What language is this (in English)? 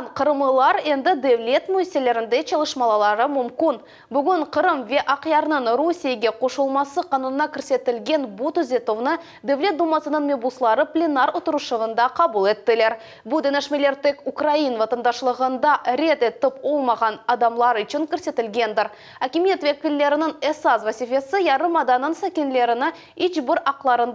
Crimean Tatar